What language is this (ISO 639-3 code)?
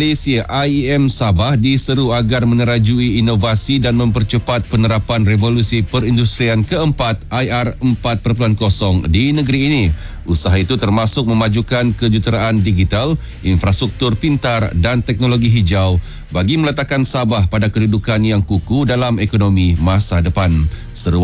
msa